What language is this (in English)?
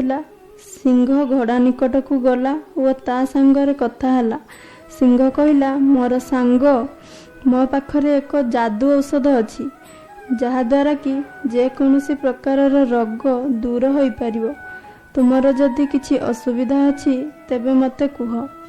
Odia